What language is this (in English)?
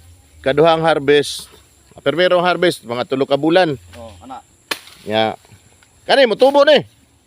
Cebuano